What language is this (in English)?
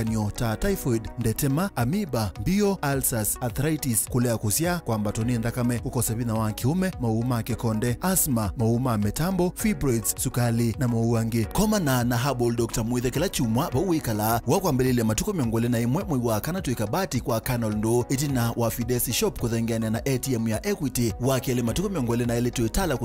Kamba